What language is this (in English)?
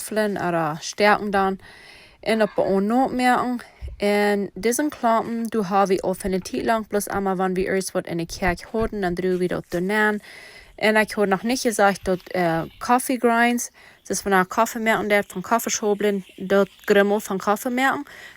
Plautdietsch